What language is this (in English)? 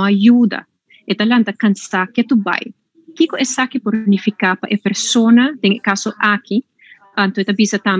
Papiamento